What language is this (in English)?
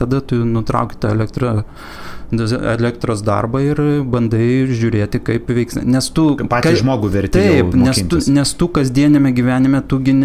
Lithuanian